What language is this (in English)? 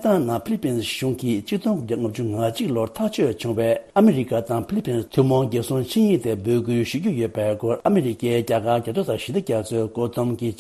Tibetan